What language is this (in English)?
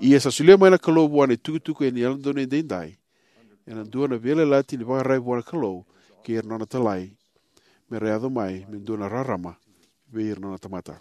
Fijian